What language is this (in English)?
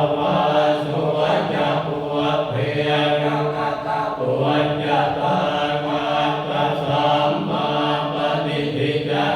Pali